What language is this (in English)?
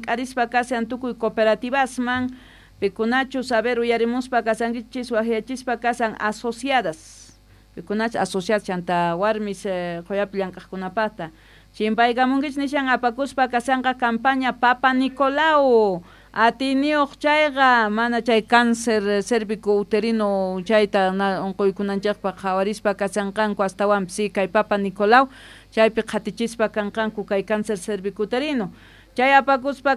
South Bolivian Quechua